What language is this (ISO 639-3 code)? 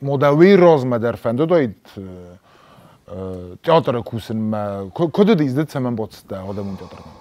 oss